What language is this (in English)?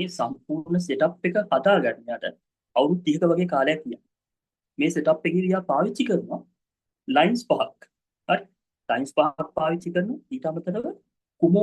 Sinhala